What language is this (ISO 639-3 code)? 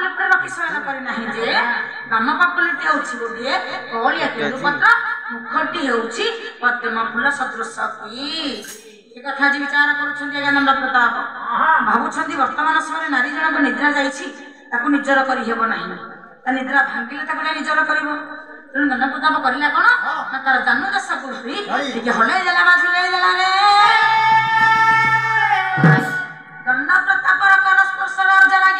ori